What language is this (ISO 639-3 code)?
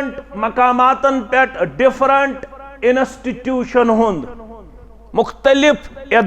kas